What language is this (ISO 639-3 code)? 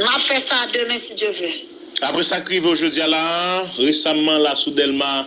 hat